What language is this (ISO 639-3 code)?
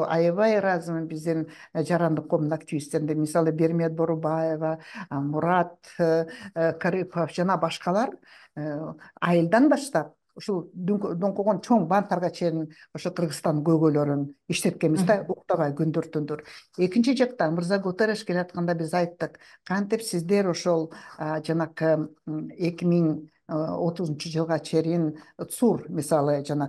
kir